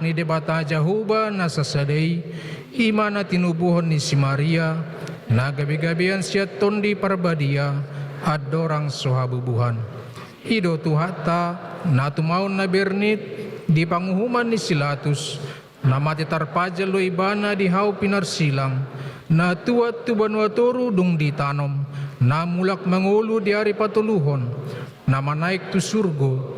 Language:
Batak Toba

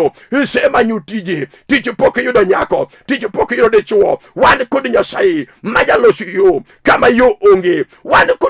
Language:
Luo (Kenya and Tanzania)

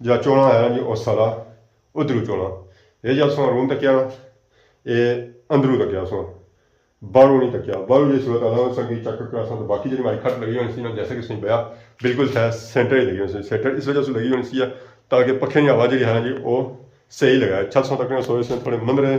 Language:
Pahari-Potwari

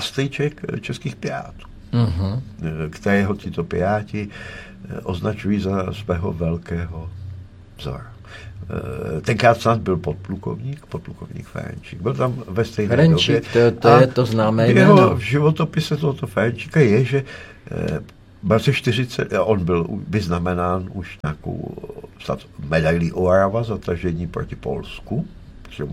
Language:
Czech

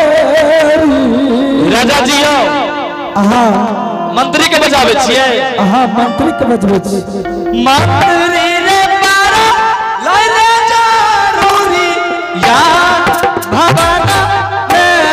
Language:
Angika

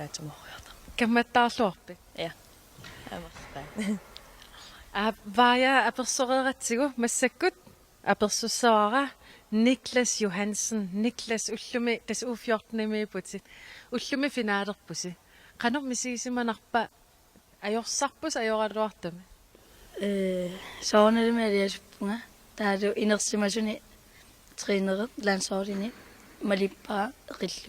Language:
Kalaallisut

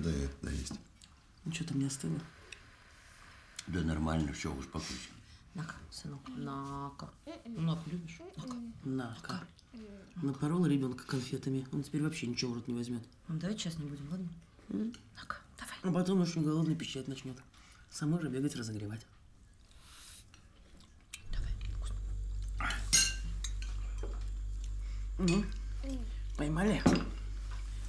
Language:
Russian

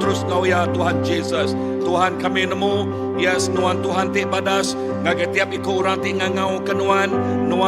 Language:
Iban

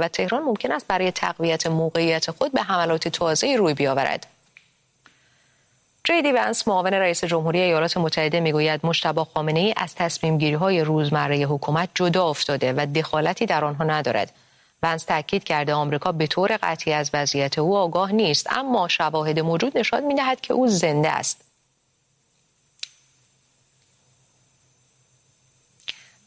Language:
Persian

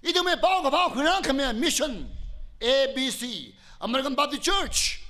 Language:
Tangkhul Naga (India)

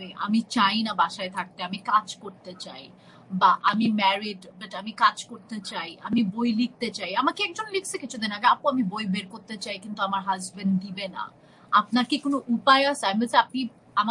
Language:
Bangla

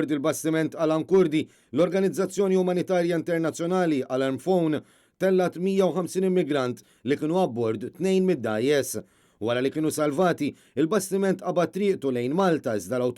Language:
Maltese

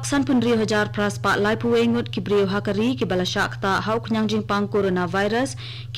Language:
Khasi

